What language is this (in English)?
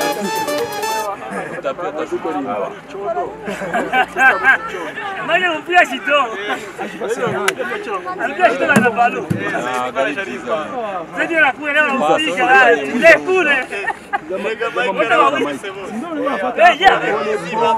Kinyarwanda